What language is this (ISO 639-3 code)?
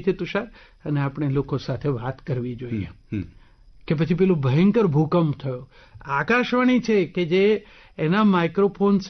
guj